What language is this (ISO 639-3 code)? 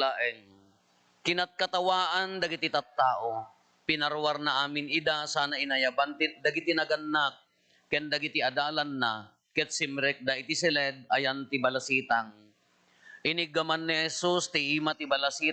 ilo